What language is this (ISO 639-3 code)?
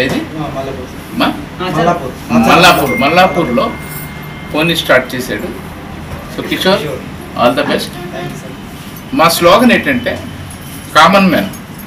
tel